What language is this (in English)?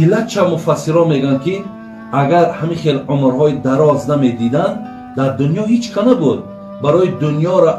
Tajik